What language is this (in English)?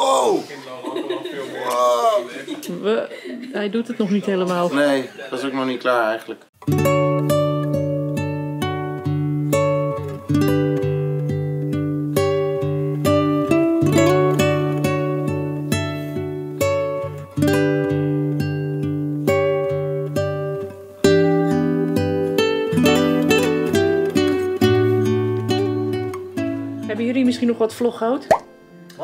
Dutch